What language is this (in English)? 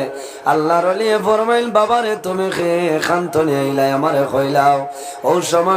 Sylheti